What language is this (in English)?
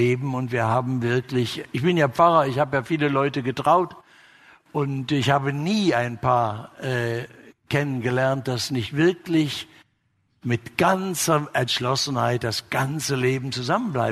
German